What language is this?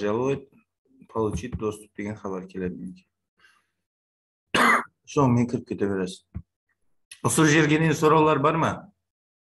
Kara-Kalpak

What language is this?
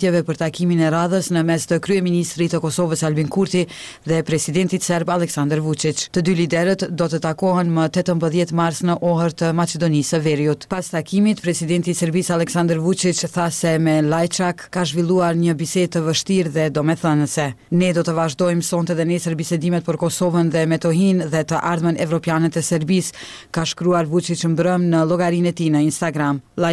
Albanian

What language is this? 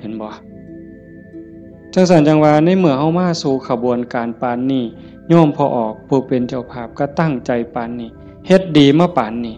Northeastern Thai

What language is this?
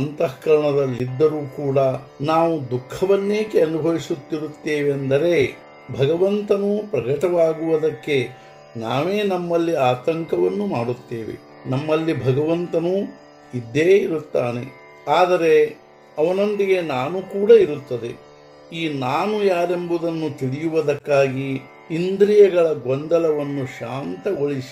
Kannada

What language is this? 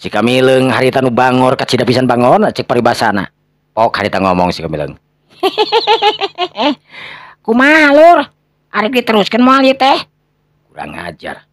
Sundanese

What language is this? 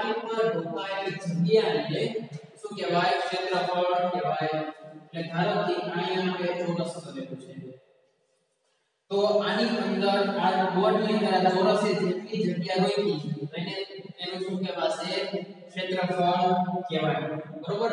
Gujarati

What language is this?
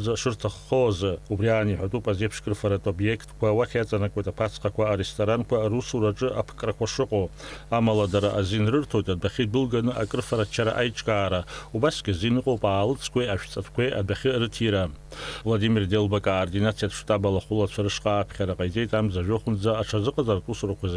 Abkhazian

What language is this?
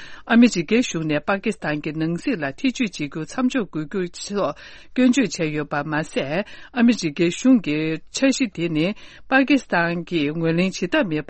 Tibetan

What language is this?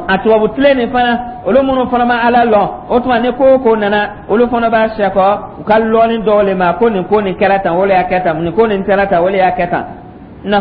Dyula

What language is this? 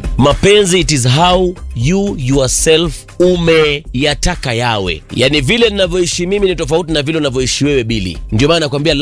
Swahili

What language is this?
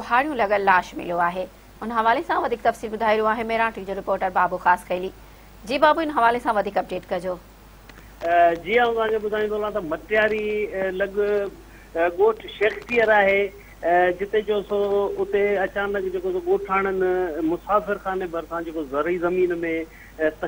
Sindhi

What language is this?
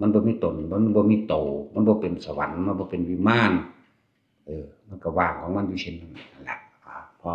Northeastern Thai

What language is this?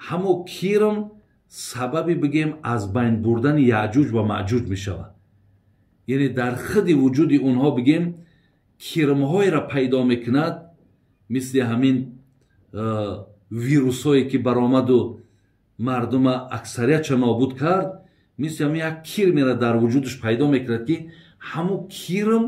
Tajik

